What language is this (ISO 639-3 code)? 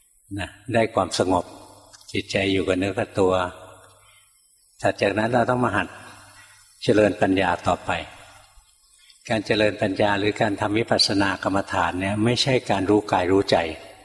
tha